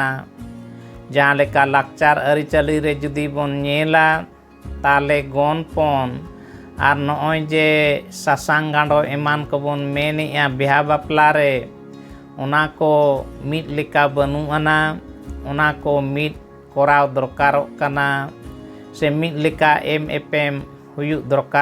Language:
Santali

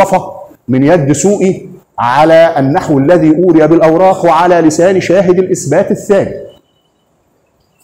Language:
Egyptian Arabic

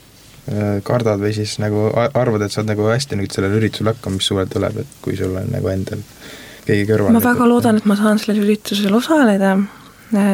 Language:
Estonian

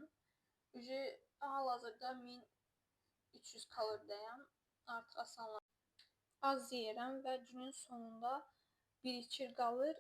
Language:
Azerbaijani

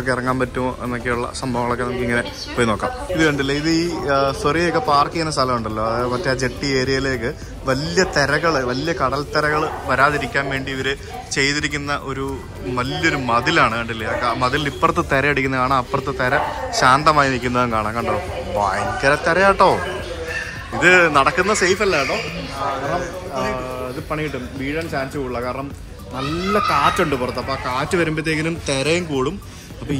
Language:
Malayalam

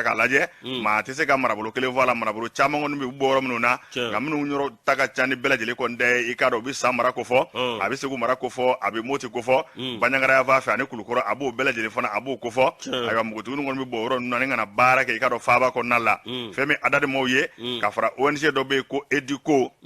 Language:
Bambara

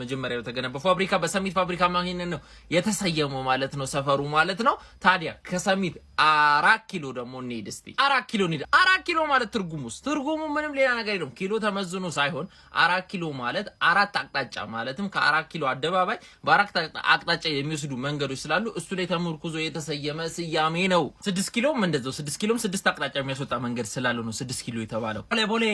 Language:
Amharic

